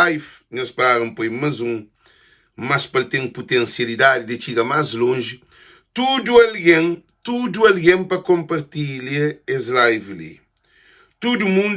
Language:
Kabuverdianu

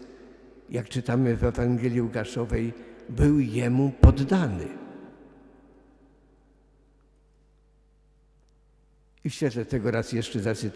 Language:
Polish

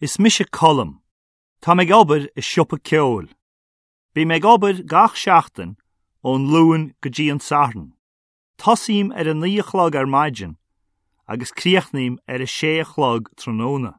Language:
Irish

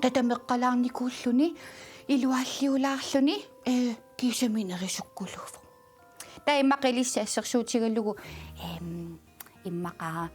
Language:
Kalaallisut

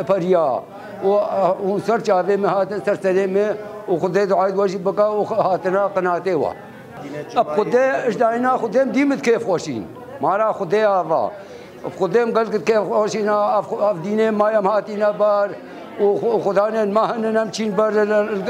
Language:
Kurdish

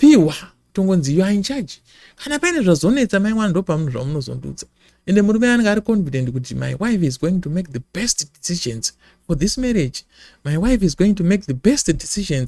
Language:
Shona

